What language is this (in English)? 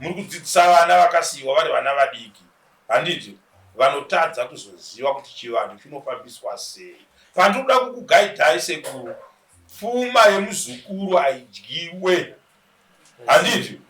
Shona